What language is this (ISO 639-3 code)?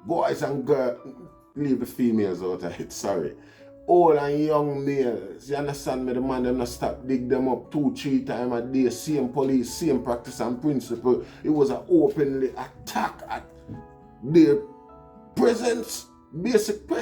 jam